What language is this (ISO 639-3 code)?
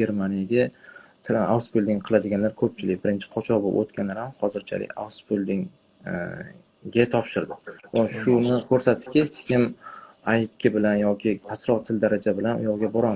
uzb